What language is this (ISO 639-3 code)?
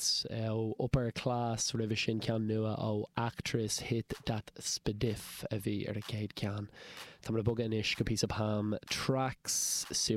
gle